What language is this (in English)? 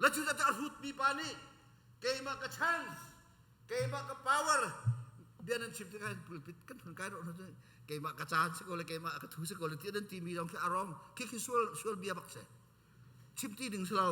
Hakha Chin